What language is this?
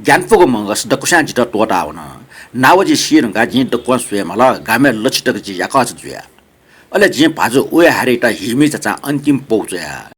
Newari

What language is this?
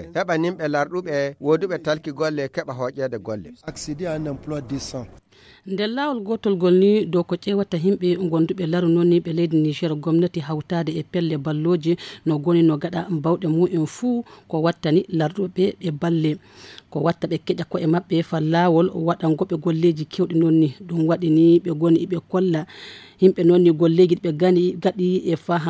Fula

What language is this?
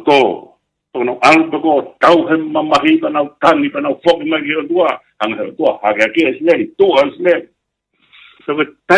Tongan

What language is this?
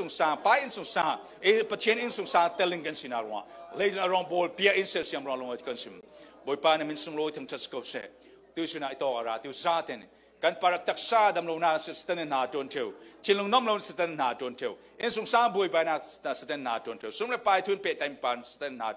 Falam Chin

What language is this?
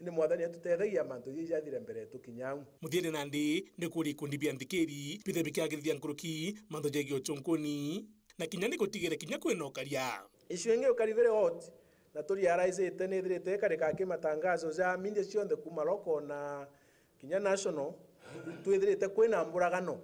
Meru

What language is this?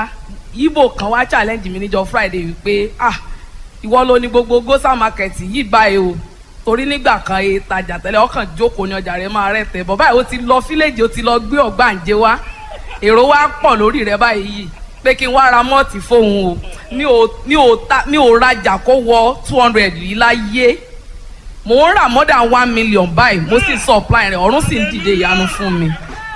Yoruba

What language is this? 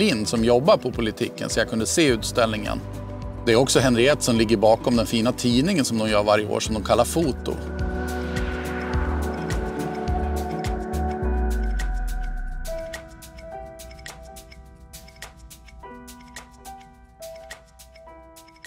Swedish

